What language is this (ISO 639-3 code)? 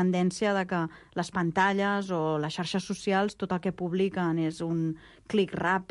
cat